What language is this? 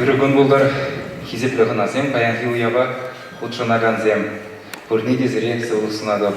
Chuvash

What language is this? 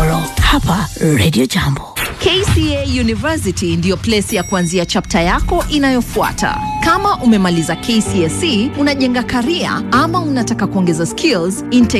Swahili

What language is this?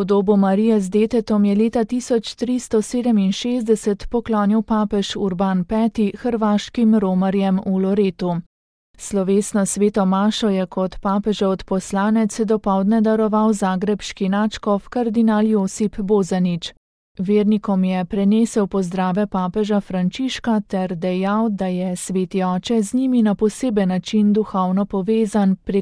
Slovenian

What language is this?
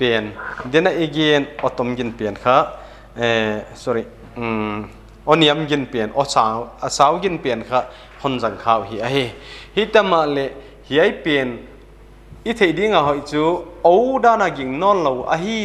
Paite Chin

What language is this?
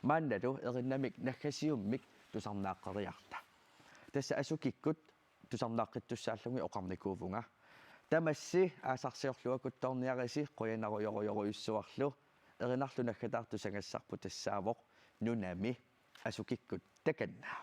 Kalaallisut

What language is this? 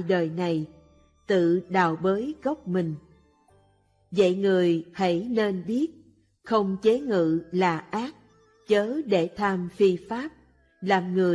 Vietnamese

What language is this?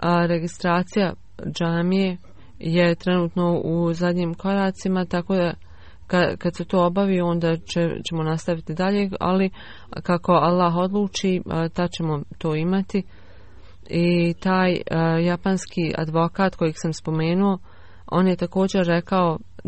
Bosnian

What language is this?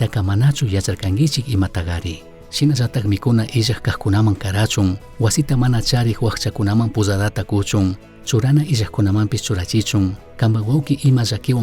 Chimborazo Highland Quichua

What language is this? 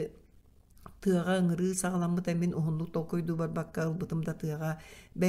Yakut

